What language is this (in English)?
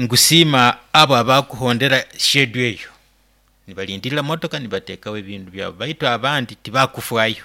Nyoro